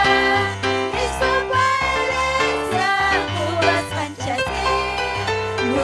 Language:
Ayacucho Quechua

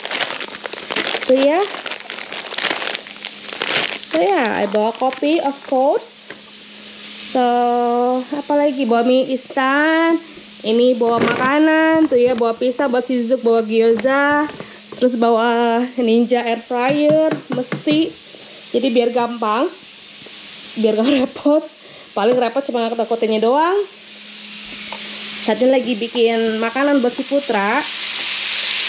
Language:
Indonesian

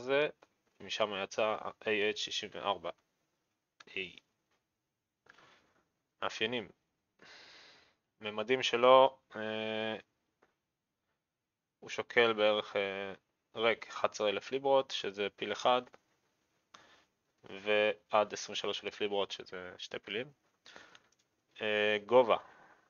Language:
Hebrew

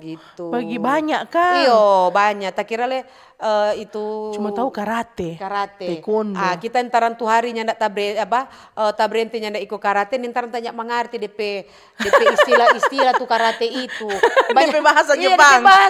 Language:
Manado Malay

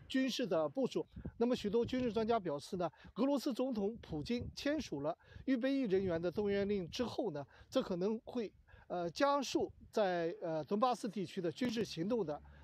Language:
Chinese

